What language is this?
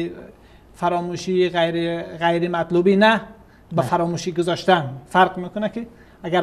Persian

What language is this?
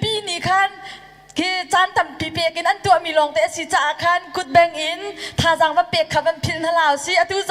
Hakha Chin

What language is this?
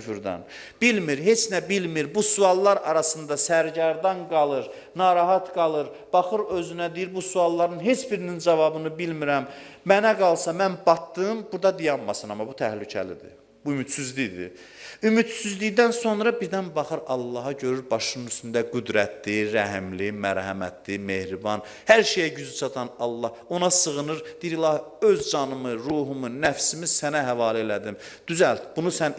Azerbaijani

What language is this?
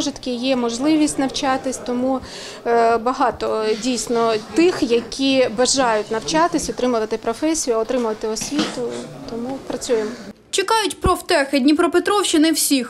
Ukrainian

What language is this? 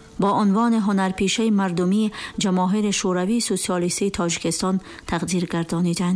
Tajik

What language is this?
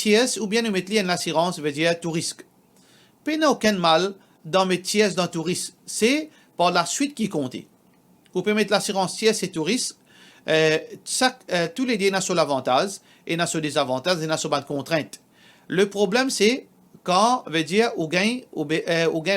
Morisyen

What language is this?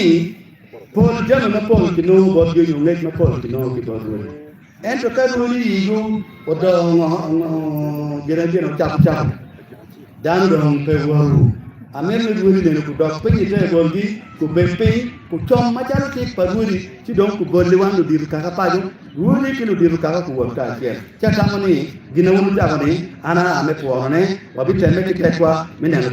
Acoli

